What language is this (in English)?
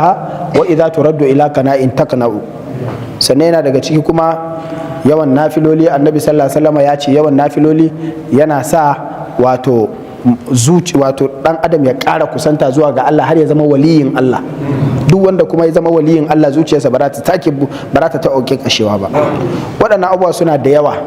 Hausa